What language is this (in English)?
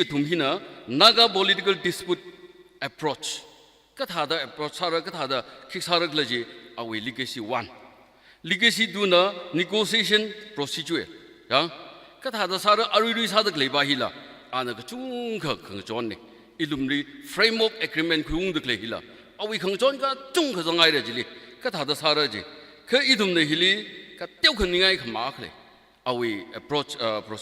Tangkhul Naga (India)